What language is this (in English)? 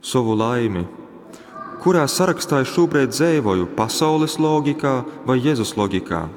Latgalian